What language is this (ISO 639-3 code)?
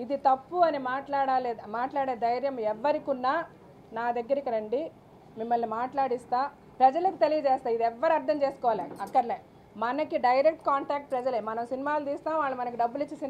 tel